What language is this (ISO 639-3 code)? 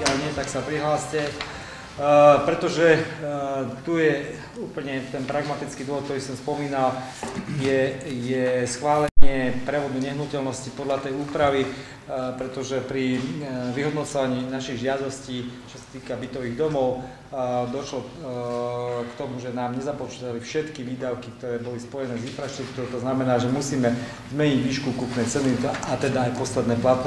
slk